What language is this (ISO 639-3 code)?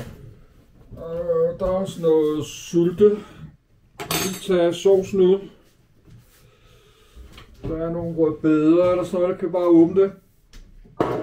dan